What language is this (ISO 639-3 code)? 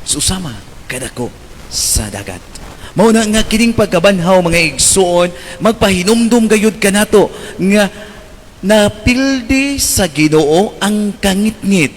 ceb